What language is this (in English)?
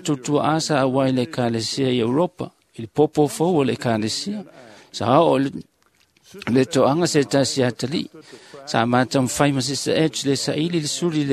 Samoan